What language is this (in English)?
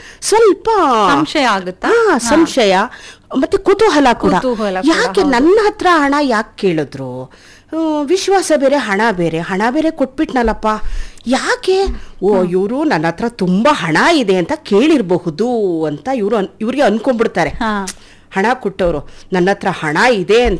Kannada